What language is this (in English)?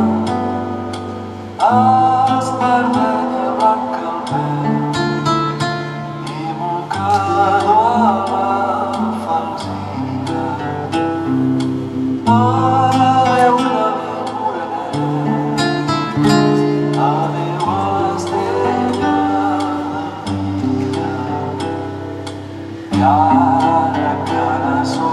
Catalan